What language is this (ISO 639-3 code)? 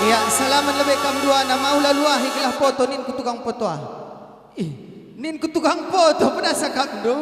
btx